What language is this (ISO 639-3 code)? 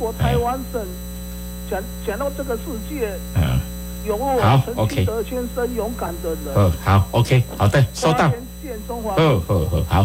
nan